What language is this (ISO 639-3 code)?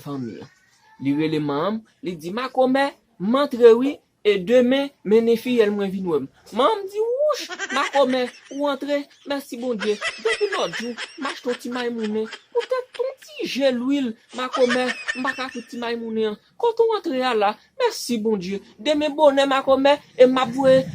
hat